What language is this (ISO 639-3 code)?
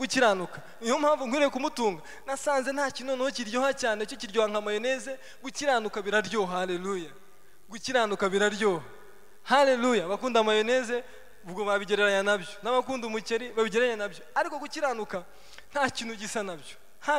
kin